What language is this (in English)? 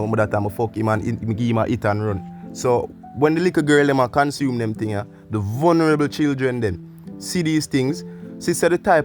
Jamaican Creole English